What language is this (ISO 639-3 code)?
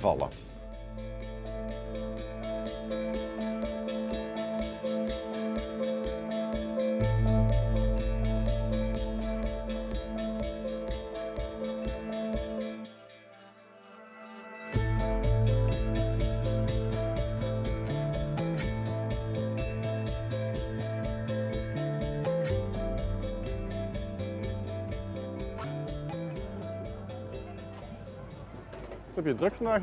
nld